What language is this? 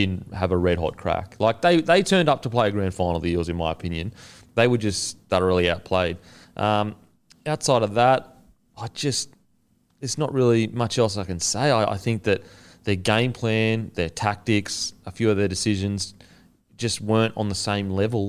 English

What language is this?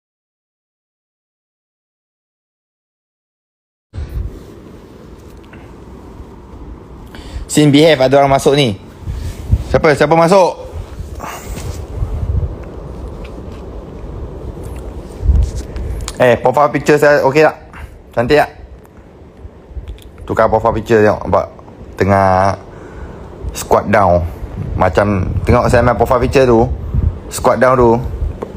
Malay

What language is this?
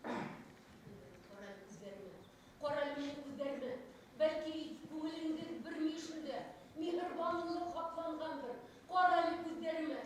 Bashkir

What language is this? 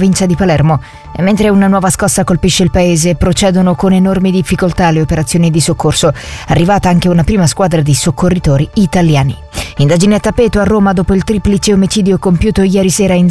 Italian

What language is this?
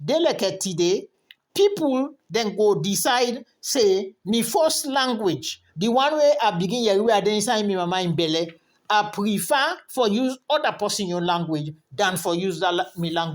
Krio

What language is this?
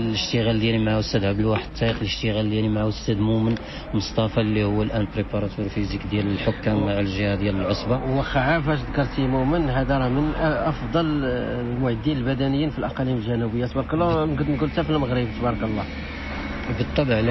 Moroccan Arabic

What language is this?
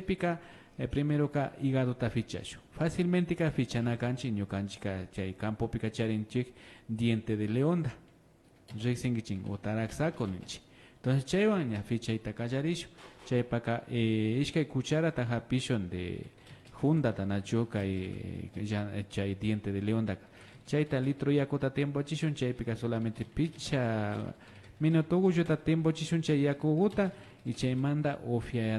Imbabura Highland Quichua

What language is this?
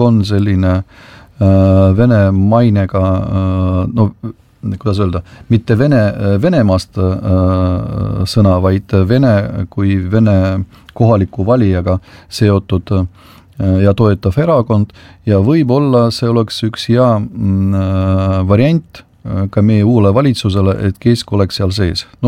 Estonian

